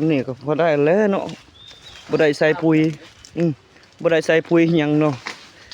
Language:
Lao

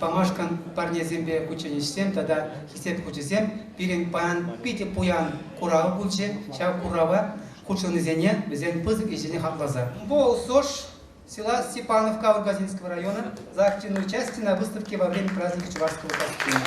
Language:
Chuvash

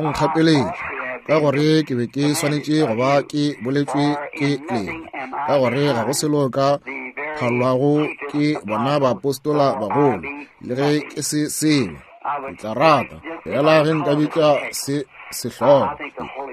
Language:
Northern Sotho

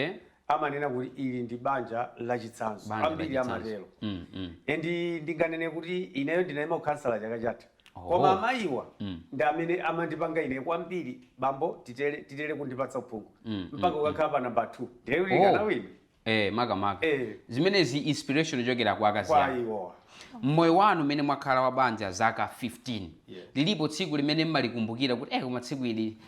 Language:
Nyanja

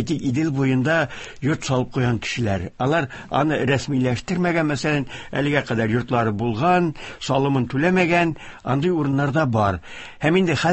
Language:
Tatar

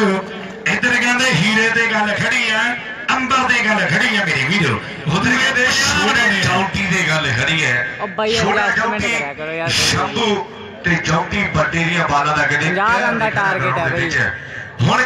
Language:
Punjabi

